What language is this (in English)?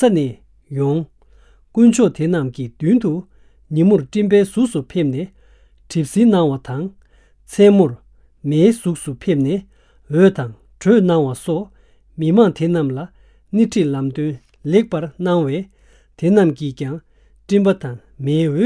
Tibetan